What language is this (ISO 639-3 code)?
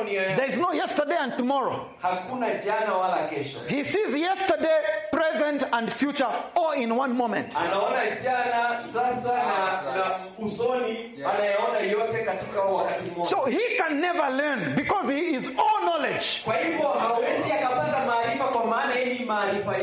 swa